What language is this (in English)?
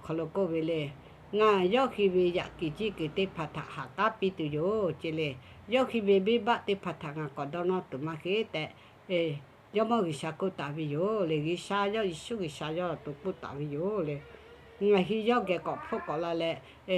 Lahu